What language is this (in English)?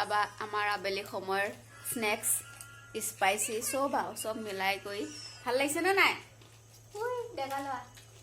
Assamese